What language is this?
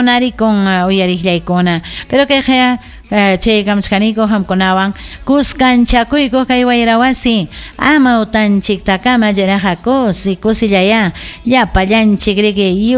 Ayacucho Quechua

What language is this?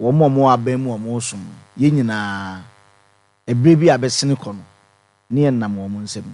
Akan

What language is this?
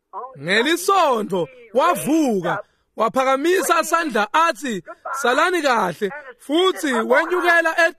Swati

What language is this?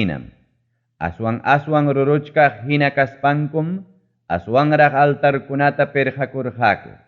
Ayacucho Quechua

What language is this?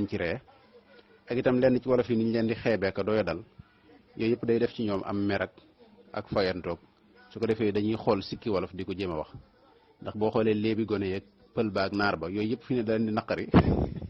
Wolof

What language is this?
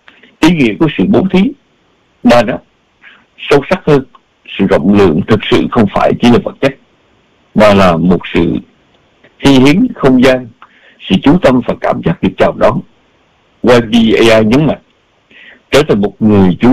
Vietnamese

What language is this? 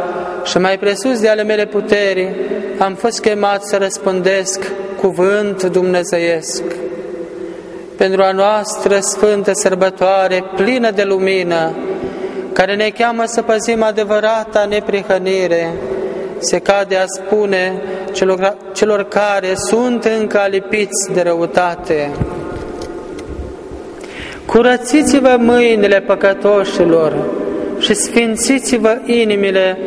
Romanian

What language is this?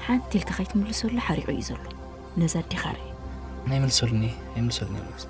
Tigrinya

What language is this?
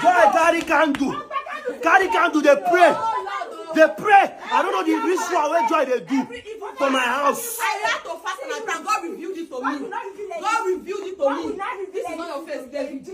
Nigerian Pidgin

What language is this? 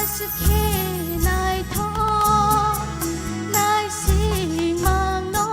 Kok Borok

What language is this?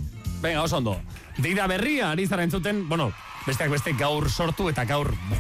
Basque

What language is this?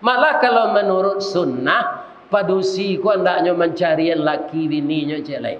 Minangkabau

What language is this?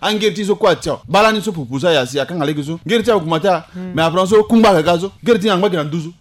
Sango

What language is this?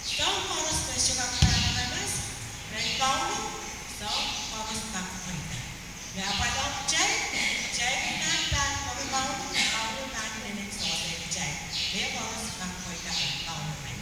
Pohnpeian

